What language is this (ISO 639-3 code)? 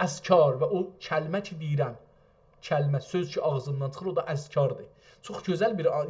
azb